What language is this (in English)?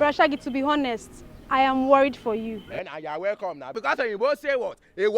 Nigerian Pidgin